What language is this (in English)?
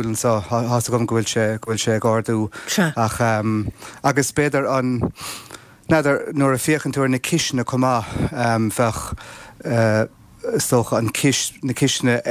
Irish